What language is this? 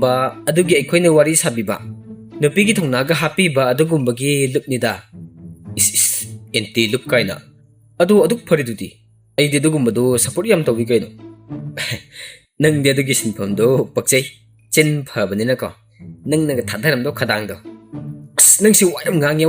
Manipuri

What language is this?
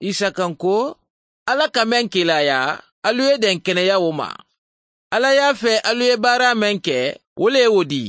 Mandingo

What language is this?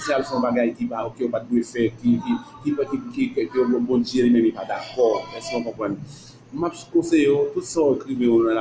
Haitian Creole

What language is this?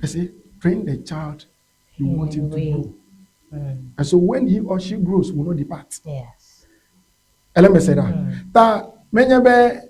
Ewe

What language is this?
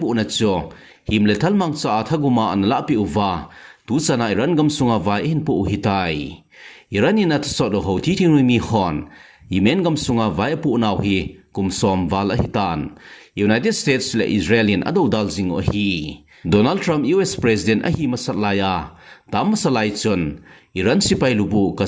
Thado Chin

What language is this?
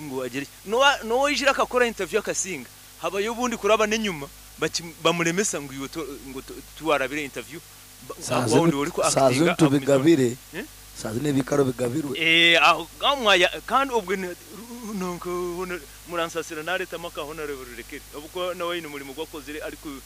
Nyoro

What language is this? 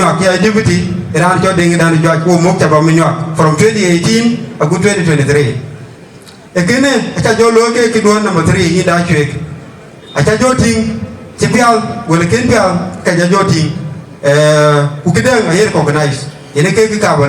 Dinka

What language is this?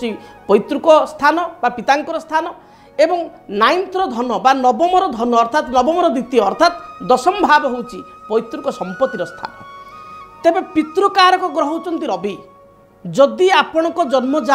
Odia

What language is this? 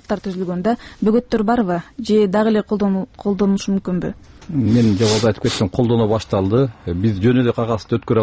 Kyrgyz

